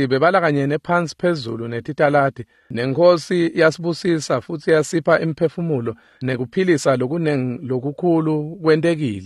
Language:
Swati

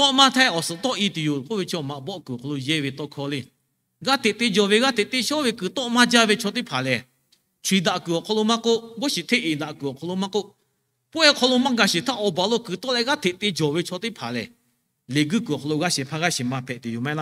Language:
Lahu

